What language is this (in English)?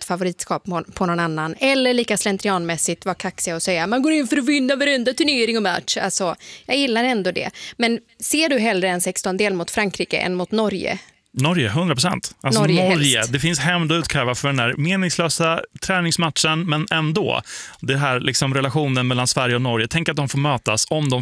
Swedish